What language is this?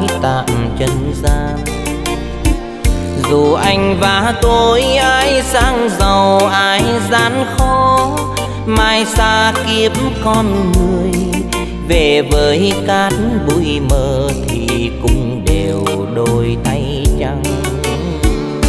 Vietnamese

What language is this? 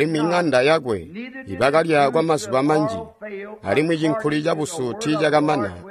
Tonga (Zambia)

